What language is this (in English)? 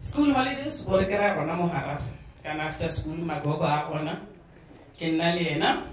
Northern Sotho